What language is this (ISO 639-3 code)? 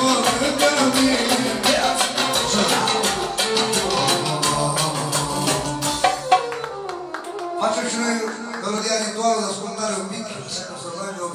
ron